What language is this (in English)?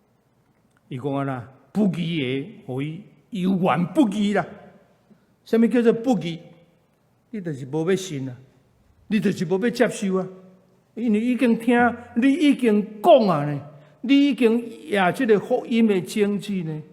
Min Nan Chinese